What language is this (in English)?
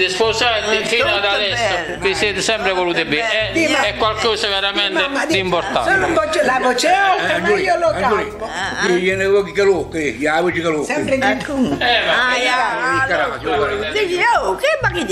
Italian